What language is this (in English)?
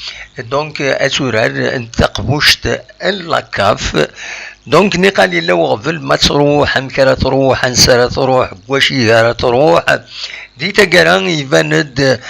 Kabyle